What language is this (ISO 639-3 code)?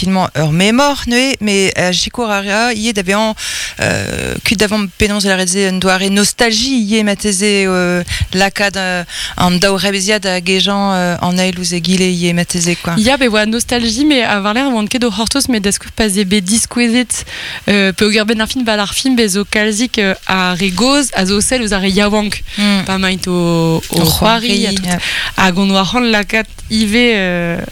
bre